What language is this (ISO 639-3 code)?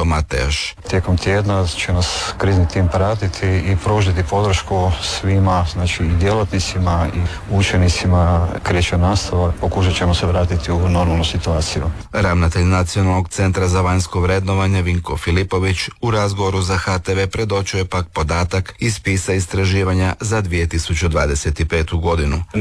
hrv